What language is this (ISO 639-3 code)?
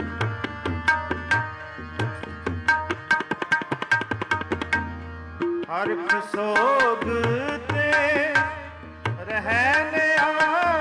pan